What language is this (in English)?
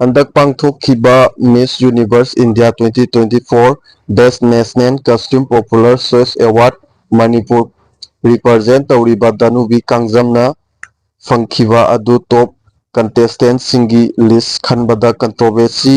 Manipuri